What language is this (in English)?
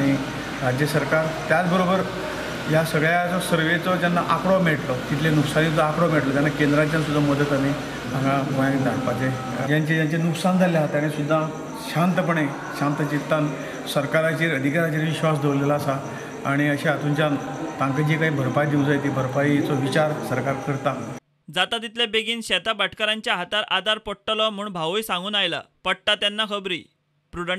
Konkani